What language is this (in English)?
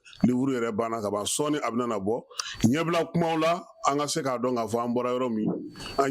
Bambara